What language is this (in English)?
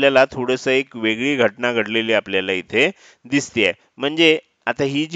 Marathi